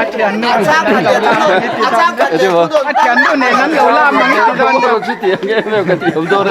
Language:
Mizo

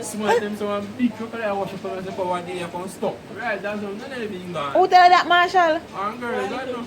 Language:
Jamaican Creole English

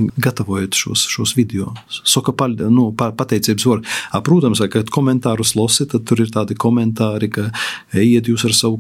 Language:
Latvian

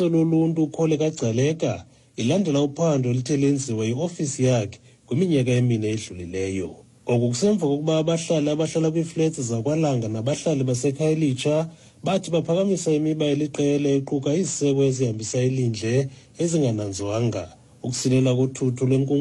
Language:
Xhosa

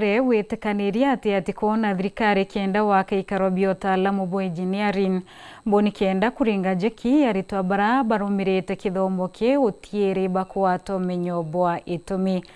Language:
Meru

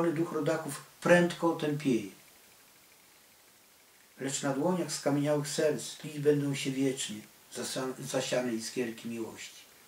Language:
Polish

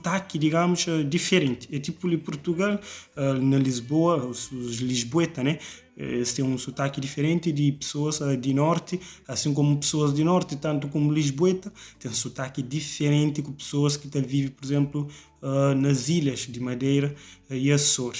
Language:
Kabuverdianu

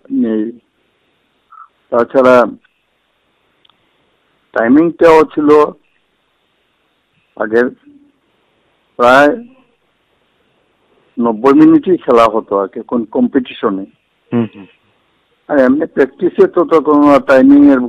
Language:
Bangla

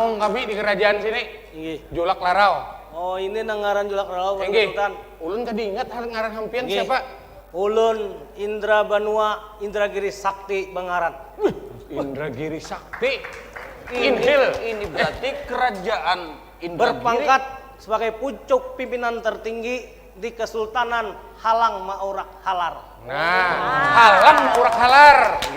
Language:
Banjar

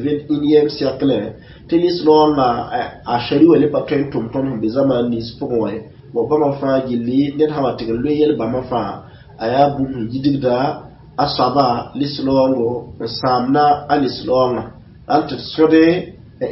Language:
Mossi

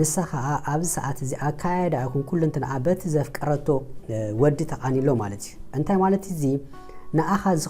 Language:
Tigrinya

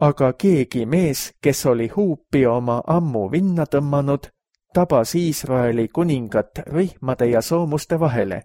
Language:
Estonian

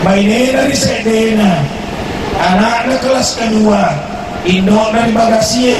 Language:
Buginese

